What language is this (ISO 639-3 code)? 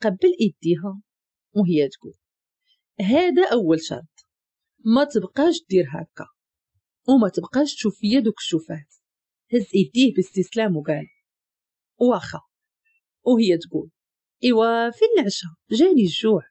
ary